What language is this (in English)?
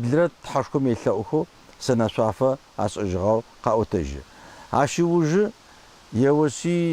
Adyghe